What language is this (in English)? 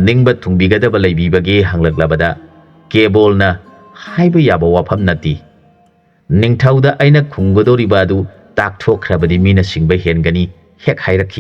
Manipuri